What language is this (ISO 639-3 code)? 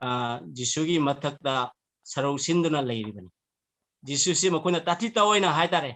mni